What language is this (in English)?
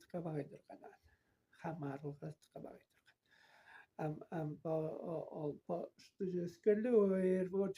Tuvinian